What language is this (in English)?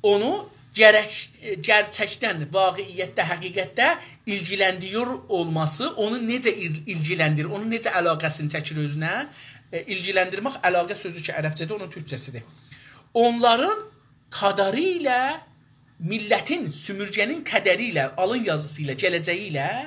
South Azerbaijani